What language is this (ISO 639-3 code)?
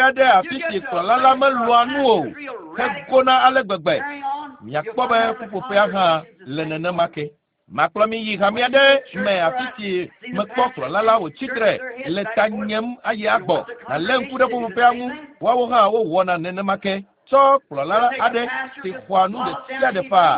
ewe